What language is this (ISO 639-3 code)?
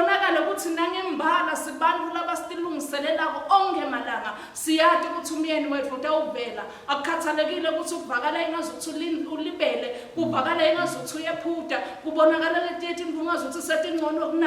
ssw